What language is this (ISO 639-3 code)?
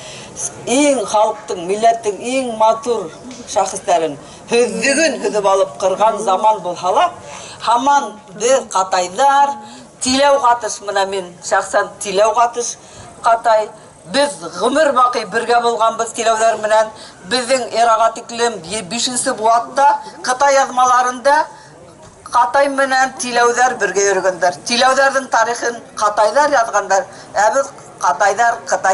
bak